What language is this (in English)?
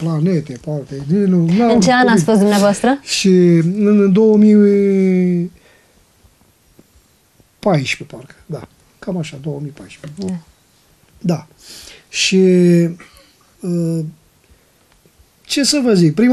Romanian